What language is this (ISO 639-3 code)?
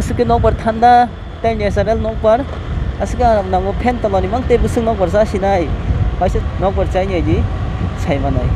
trp